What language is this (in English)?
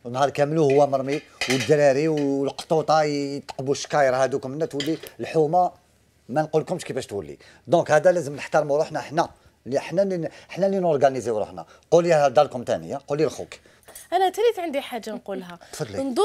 Algerian Arabic